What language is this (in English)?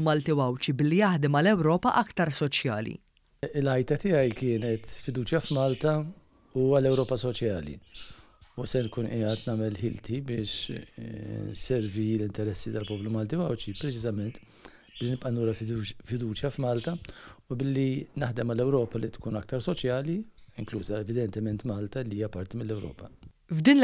Maltese